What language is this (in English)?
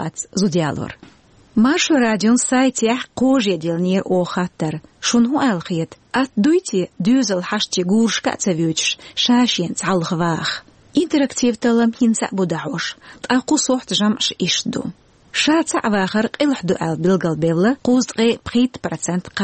Chechen